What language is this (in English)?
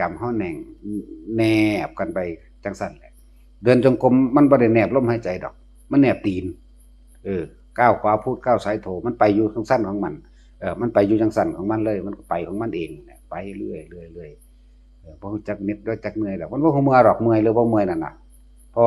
Northeastern Thai